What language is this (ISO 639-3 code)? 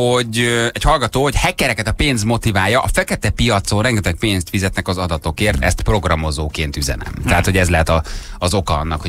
hun